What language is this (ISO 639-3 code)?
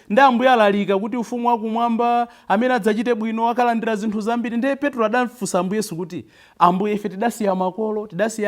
nya